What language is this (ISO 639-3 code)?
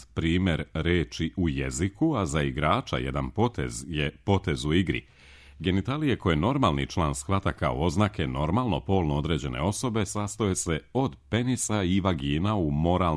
srp